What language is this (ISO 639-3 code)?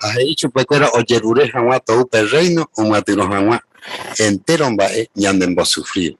grn